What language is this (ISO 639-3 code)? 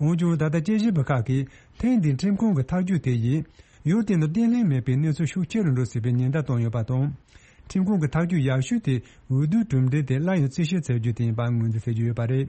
bod